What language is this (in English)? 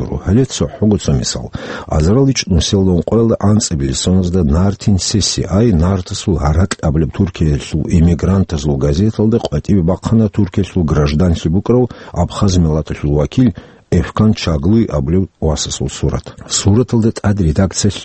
Avaric